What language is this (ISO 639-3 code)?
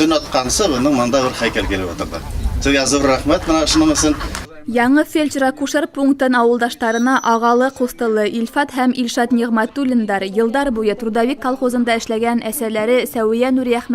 bak